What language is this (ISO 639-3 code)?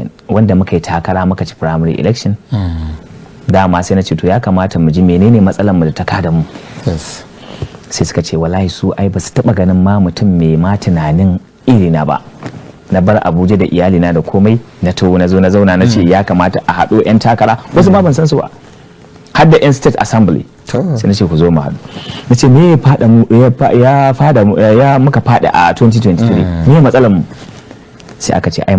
hau